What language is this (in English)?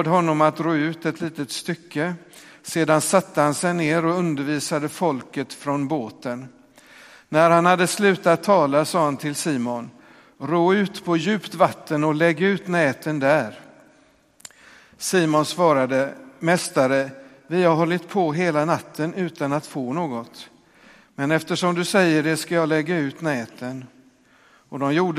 Swedish